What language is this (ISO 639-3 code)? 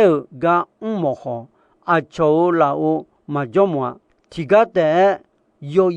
ahk